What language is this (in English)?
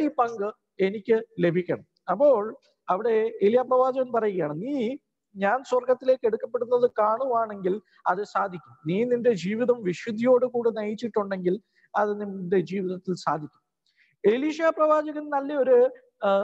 Malayalam